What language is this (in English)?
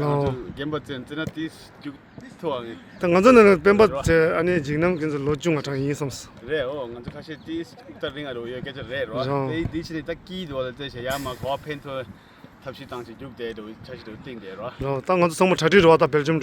Tibetan